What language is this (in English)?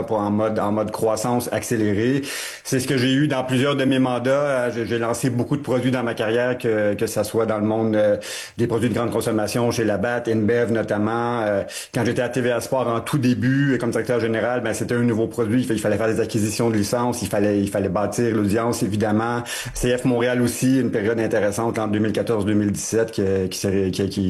French